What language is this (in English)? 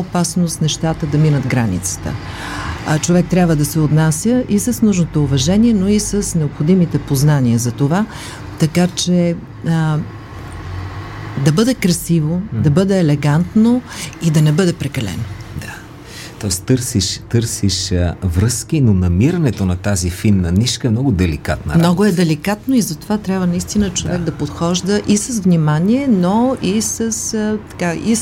Bulgarian